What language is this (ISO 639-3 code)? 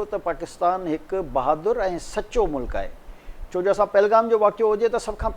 snd